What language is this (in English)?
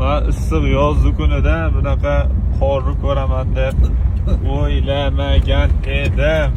Uzbek